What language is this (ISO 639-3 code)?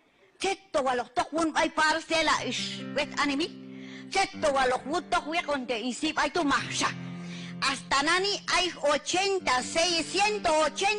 kjb